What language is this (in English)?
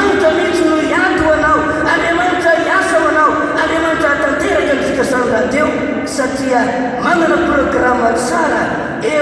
Malagasy